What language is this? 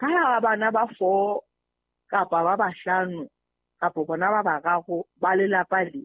Southern Sotho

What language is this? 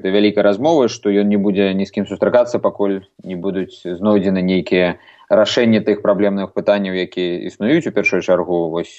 Belarusian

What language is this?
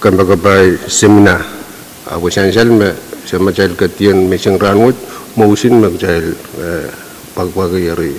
Pohnpeian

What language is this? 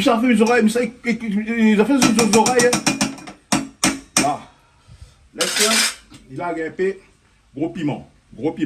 Réunion Creole French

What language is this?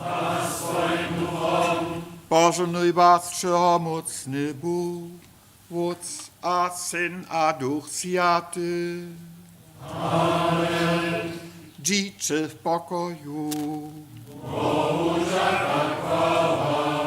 Upper Sorbian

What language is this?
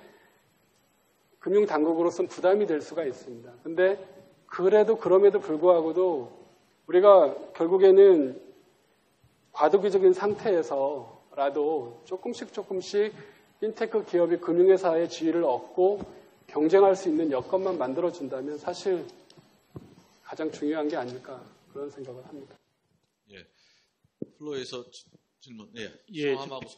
Korean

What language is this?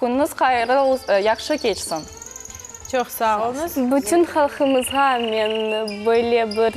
Crimean Tatar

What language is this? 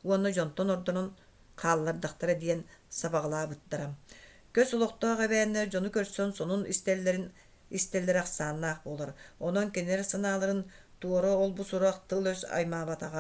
Yakut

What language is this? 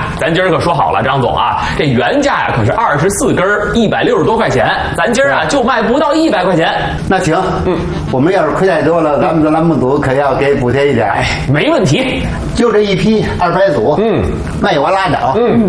Chinese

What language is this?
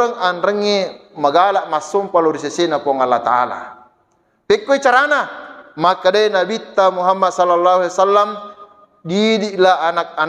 Buginese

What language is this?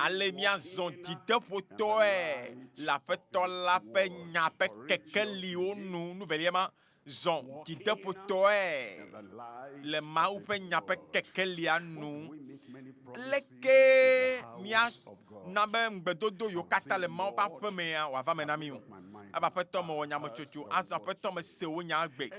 Ewe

